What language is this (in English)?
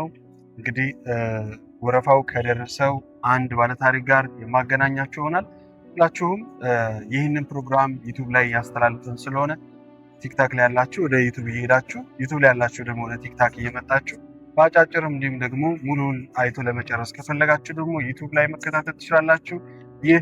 Amharic